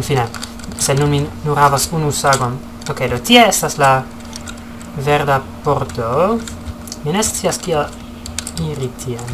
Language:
Esperanto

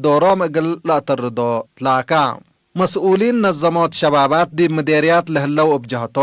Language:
Tigre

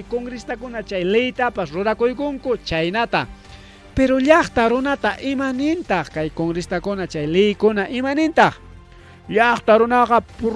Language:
Ayacucho Quechua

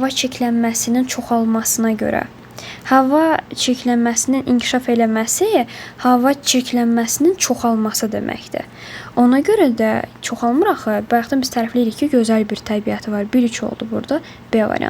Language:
Azerbaijani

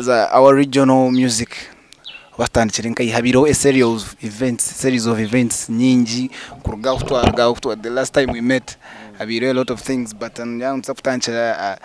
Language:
Nyankole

